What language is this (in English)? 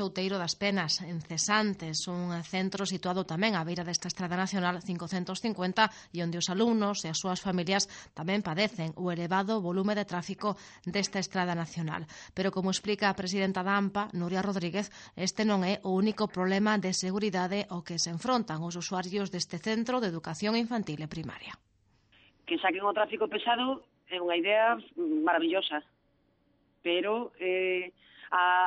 Galician